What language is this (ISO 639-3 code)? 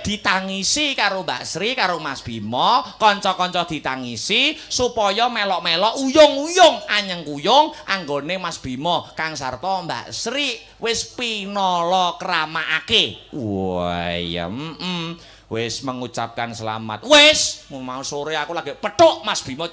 jav